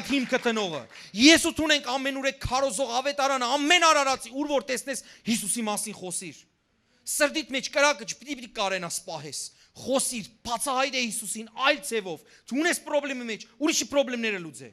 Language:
Western Armenian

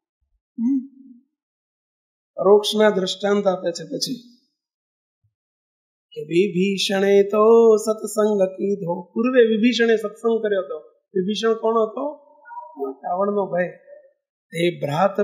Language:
Gujarati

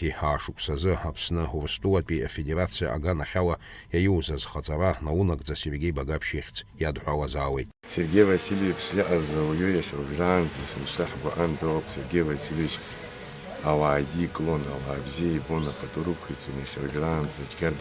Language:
Abkhazian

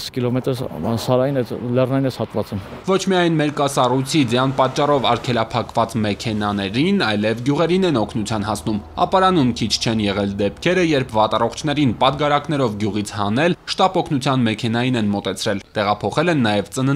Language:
Armenian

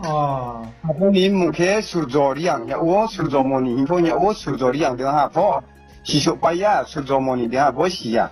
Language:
Riang (India)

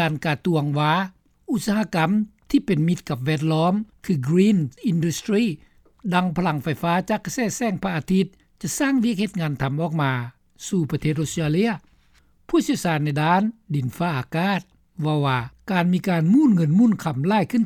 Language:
Lao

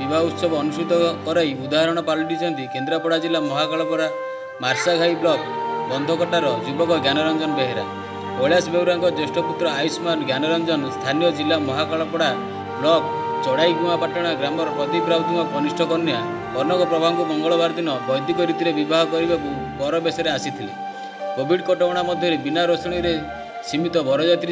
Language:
Odia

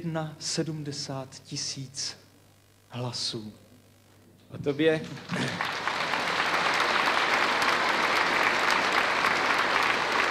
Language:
Czech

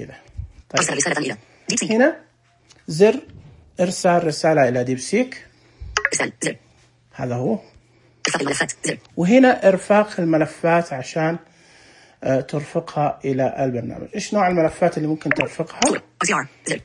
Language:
Najdi Arabic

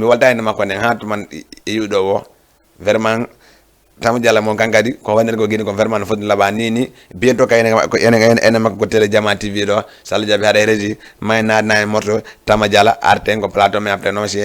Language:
Fula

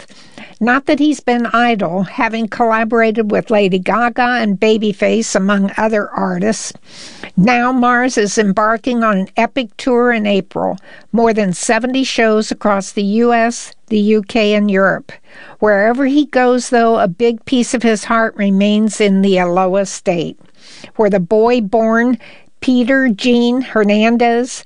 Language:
English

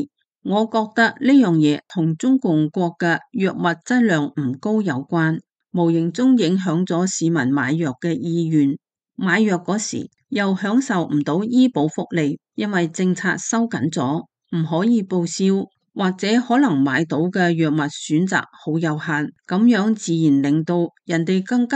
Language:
Cantonese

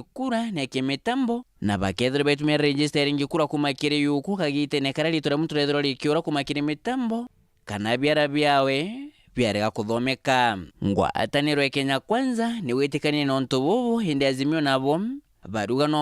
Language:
Meru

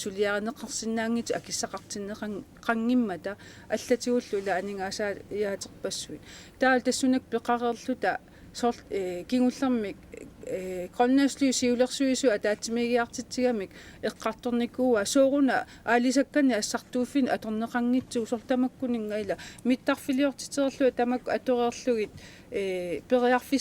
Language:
Kalaallisut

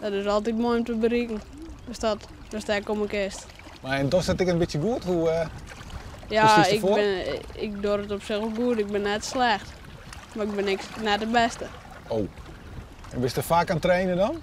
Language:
Western Frisian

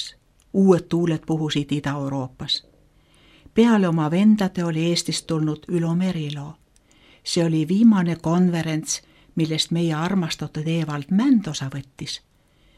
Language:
Estonian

